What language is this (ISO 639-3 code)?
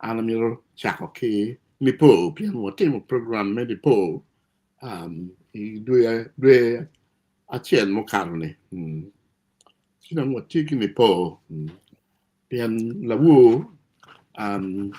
ach